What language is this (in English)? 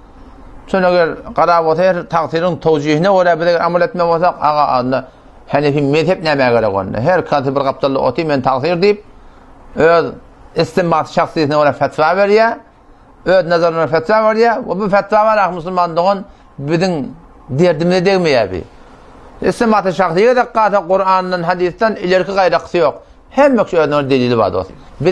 Turkmen